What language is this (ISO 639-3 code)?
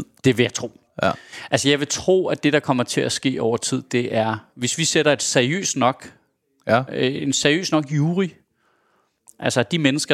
dan